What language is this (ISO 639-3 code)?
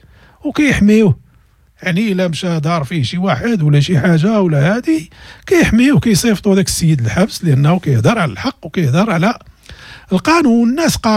ary